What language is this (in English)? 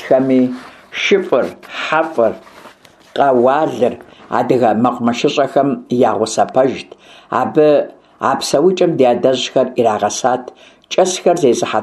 Kabardian